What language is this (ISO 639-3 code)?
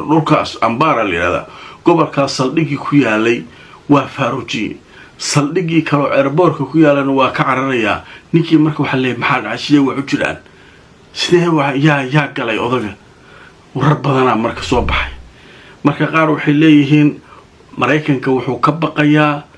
som